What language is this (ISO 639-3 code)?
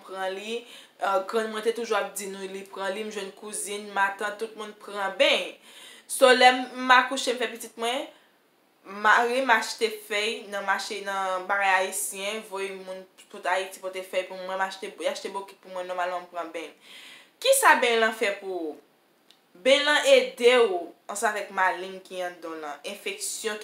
hat